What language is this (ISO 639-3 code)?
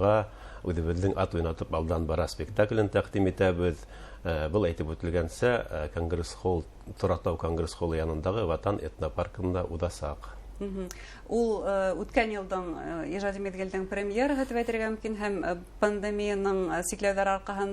bak